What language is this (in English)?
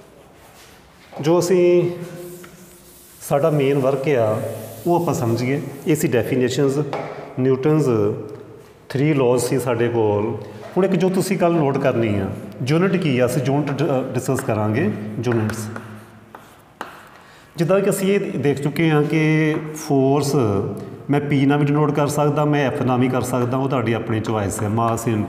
Punjabi